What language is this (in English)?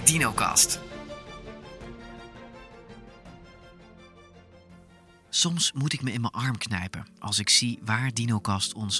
Dutch